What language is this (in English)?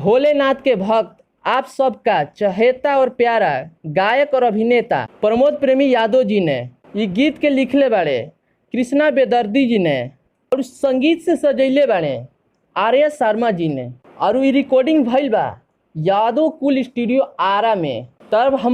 Bhojpuri